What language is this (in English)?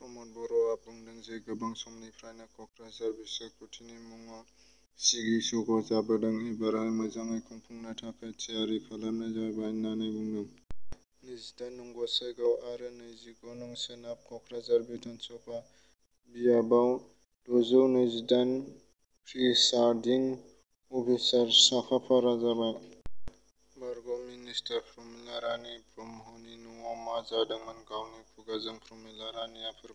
Bodo